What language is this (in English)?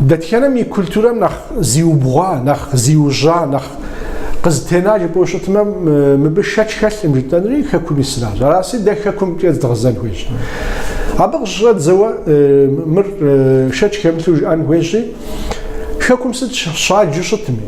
Kabardian